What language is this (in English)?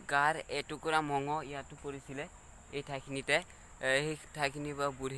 Assamese